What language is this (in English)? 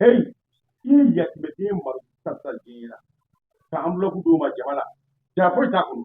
Bambara